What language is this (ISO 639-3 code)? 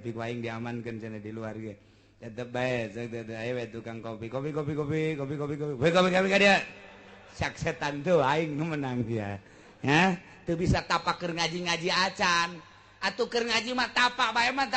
sun